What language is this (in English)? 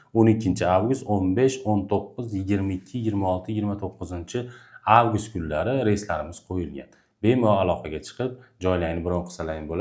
Uzbek